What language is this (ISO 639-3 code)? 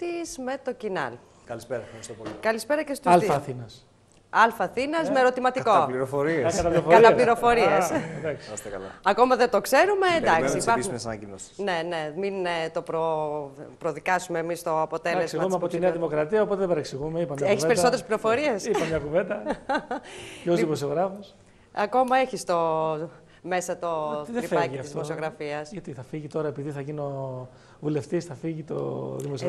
ell